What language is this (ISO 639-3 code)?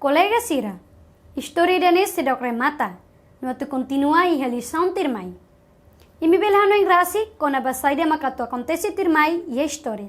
tet